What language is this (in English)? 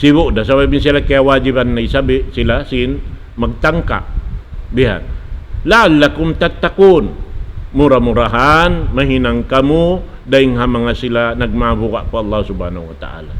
Tausug